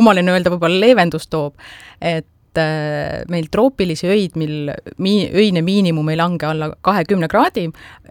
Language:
Estonian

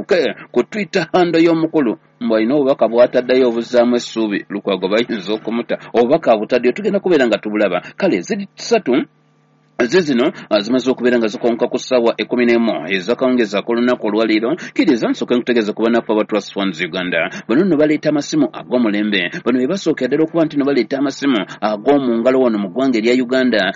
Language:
Ganda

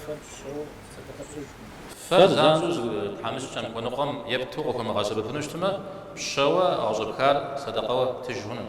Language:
Kabardian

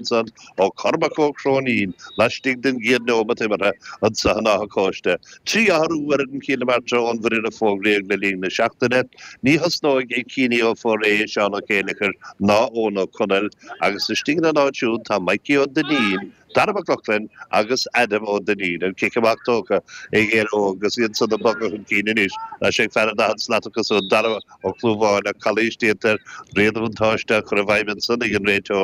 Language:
Irish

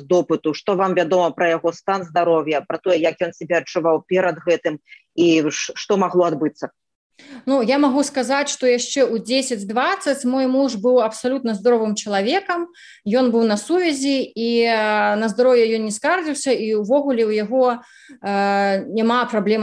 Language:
Belarusian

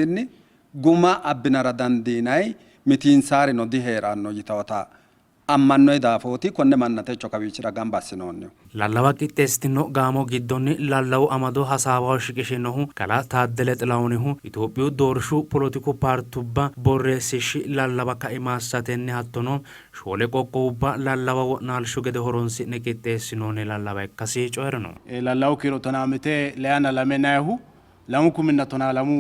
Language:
Sidamo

